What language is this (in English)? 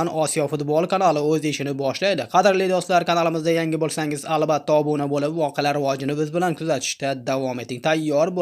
Uzbek